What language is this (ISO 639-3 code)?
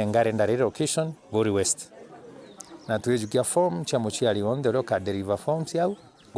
mer